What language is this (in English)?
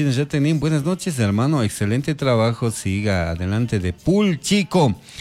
Chimborazo Highland Quichua